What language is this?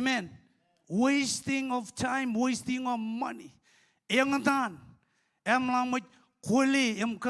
Marshallese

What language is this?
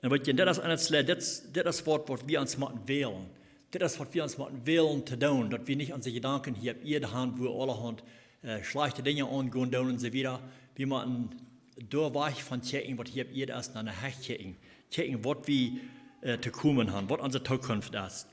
Plautdietsch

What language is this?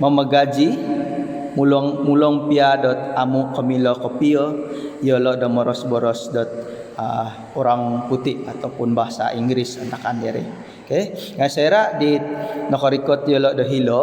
Central Dusun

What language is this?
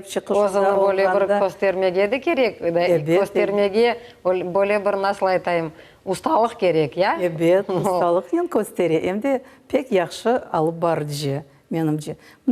Crimean Tatar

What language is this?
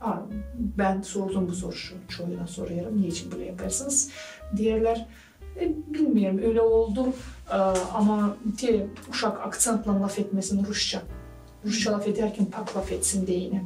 Gagauz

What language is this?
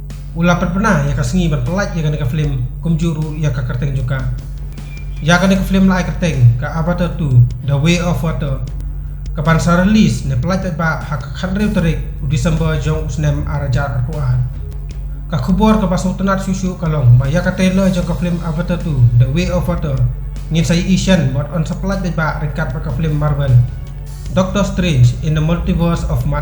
Khasi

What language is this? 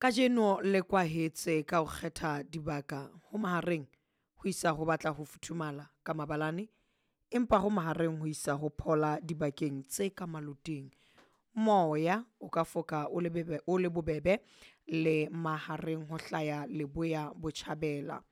Southern Sotho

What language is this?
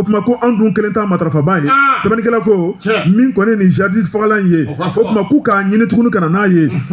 Bambara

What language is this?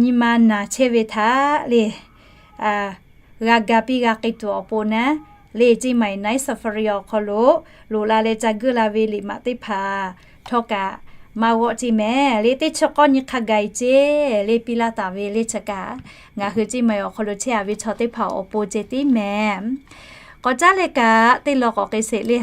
Lahu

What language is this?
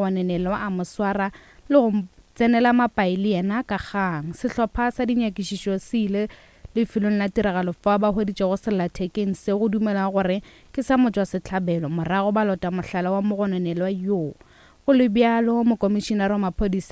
Northern Sotho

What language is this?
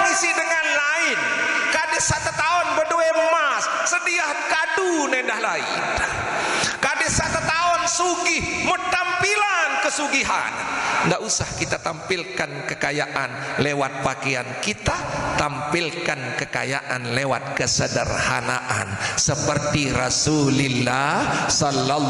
Sasak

